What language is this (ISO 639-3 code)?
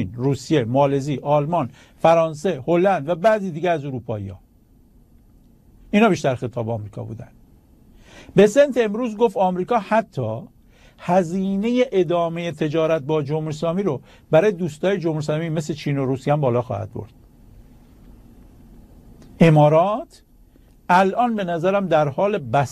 fas